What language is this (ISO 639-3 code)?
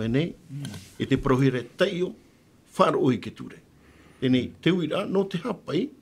tah